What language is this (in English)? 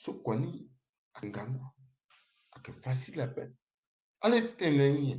Sango